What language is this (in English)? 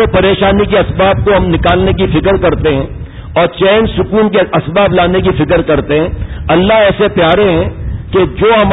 Urdu